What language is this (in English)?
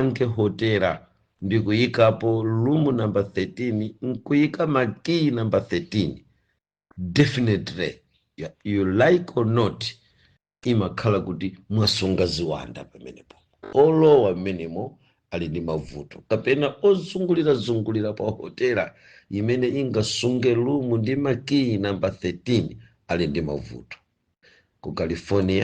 Nyanja